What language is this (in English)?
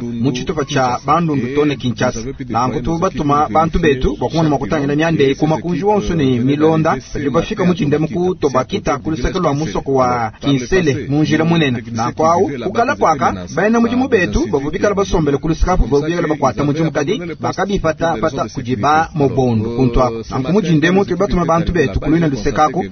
Luba-Lulua